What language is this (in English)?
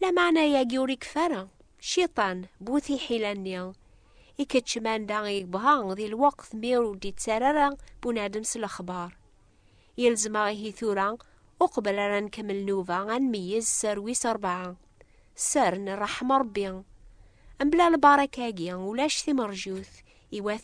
Kabyle